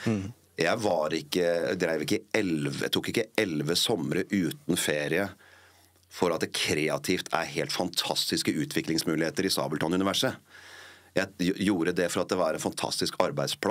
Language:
Norwegian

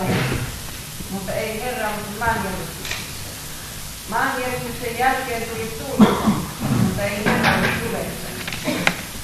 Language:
Finnish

